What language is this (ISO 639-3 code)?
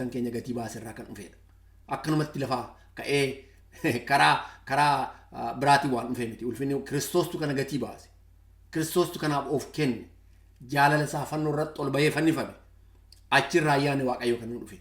orm